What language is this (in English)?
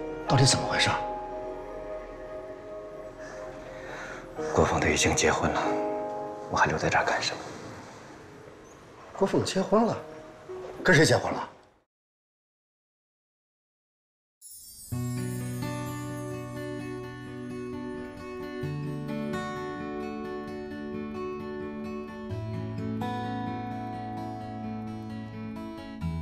Chinese